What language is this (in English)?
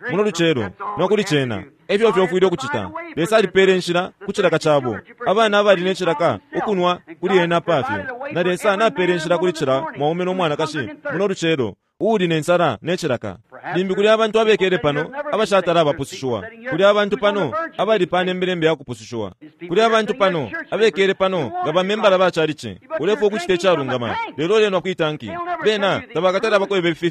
Bemba